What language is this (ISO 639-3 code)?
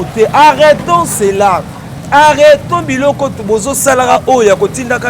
lin